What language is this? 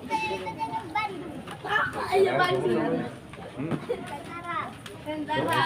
Ambonese Malay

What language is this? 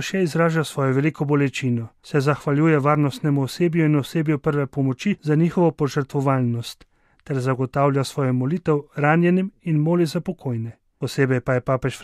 Slovenian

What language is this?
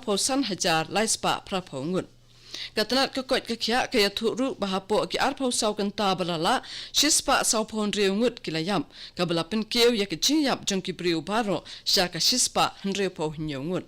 Khasi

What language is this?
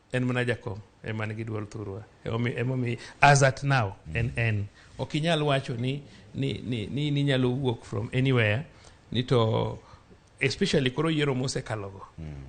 Luo (Kenya and Tanzania)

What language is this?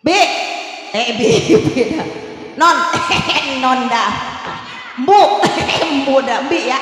Betawi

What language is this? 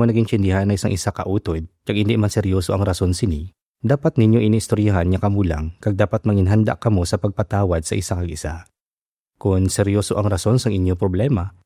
Hiligaynon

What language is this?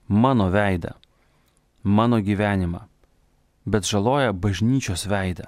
Lithuanian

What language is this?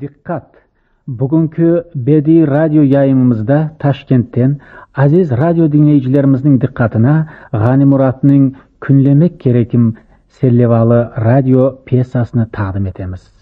Crimean Tatar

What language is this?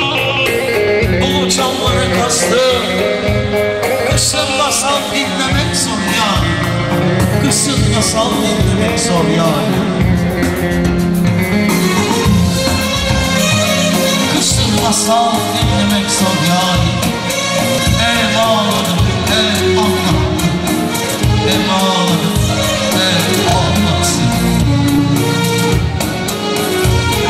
Turkish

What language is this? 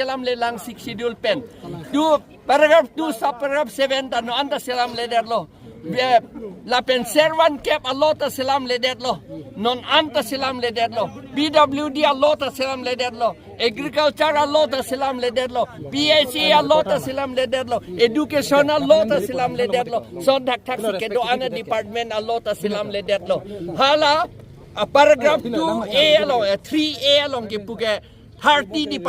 Karbi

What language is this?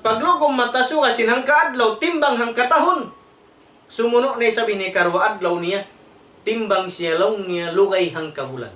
Tausug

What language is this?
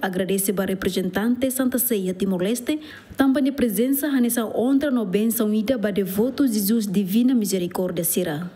Tetum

